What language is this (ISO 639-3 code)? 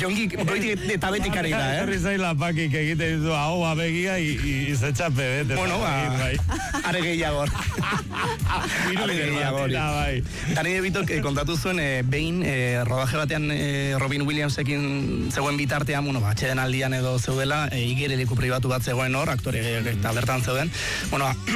eus